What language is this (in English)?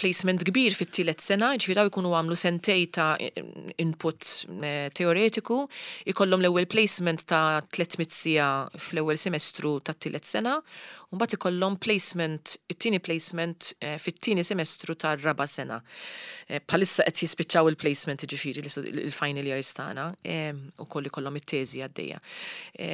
Maltese